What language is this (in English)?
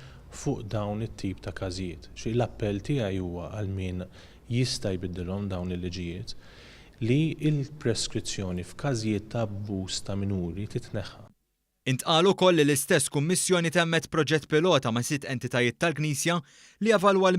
Maltese